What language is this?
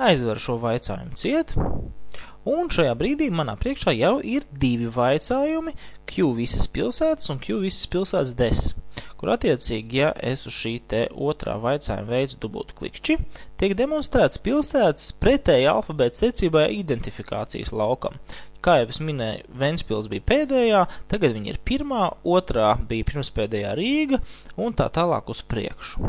Latvian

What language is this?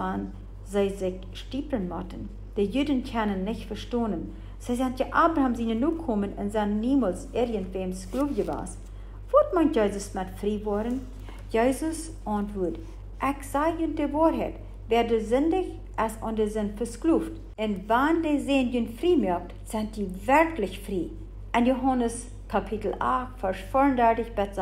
Plautdietsch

